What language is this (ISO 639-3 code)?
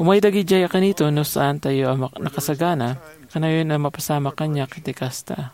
ilo